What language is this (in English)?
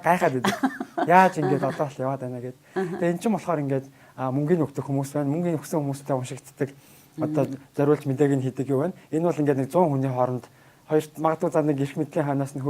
Mongolian